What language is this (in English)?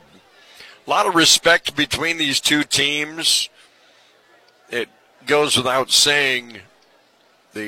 English